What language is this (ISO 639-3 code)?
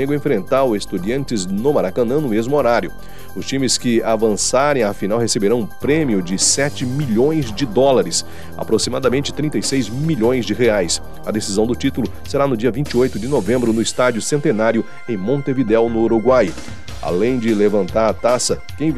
por